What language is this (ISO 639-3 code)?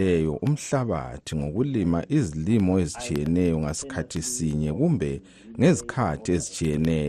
nde